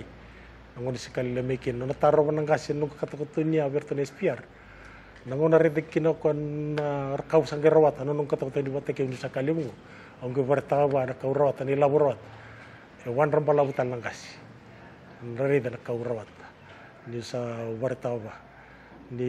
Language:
Fijian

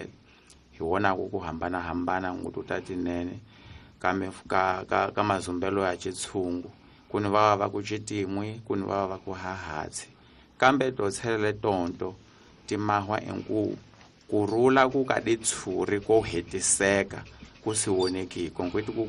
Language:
Tsonga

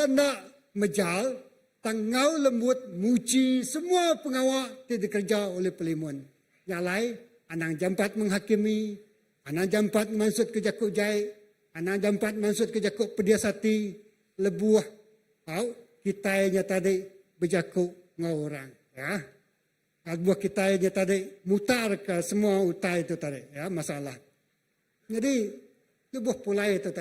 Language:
Iban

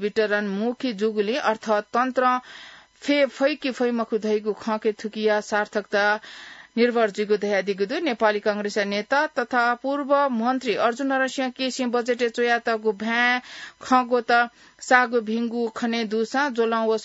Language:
Newari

